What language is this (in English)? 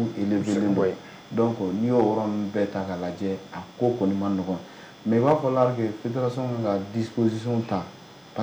Bambara